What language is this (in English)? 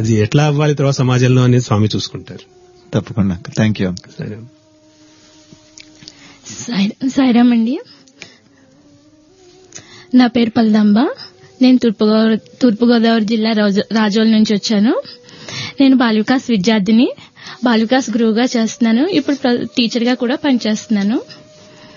Telugu